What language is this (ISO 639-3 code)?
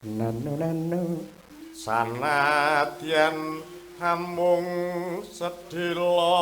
jav